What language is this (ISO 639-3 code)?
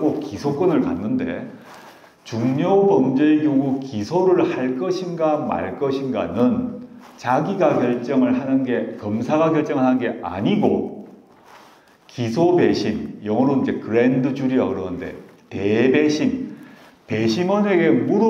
kor